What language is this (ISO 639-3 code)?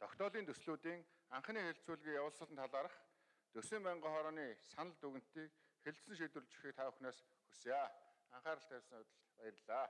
mon